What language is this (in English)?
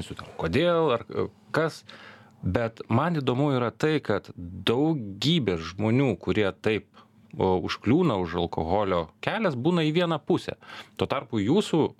Lithuanian